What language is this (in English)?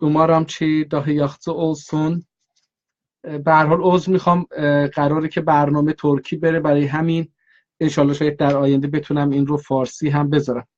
South Azerbaijani